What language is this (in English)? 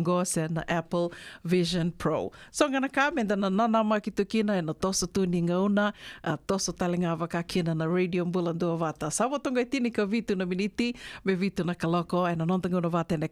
Fijian